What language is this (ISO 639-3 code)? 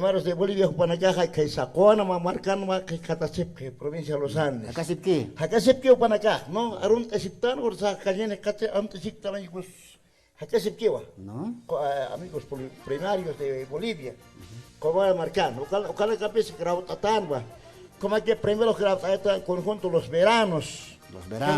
aym